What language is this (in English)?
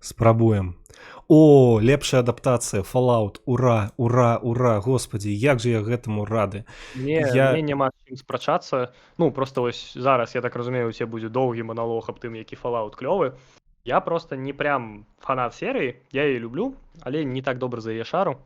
Belarusian